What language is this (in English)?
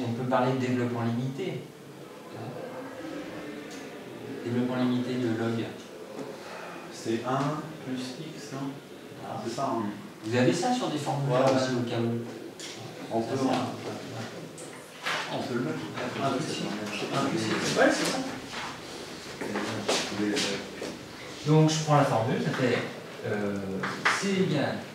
French